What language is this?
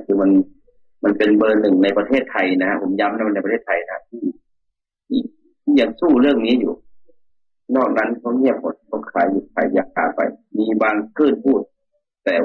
Thai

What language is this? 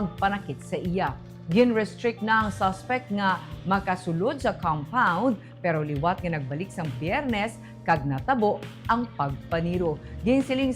Hiligaynon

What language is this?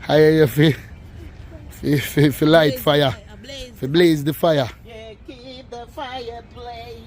Jamaican Creole English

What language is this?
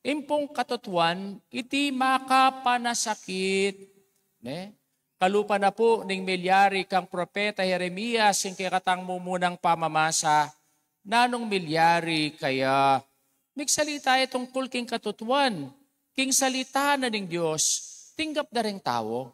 Pampanga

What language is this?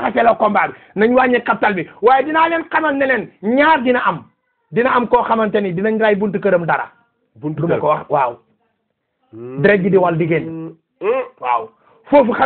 Wolof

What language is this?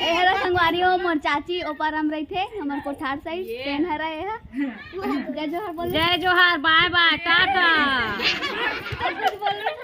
Chhattisgarhi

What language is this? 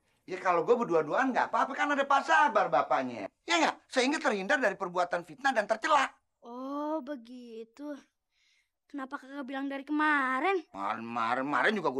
Betawi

